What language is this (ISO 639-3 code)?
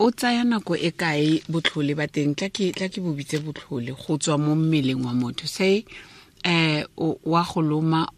tsn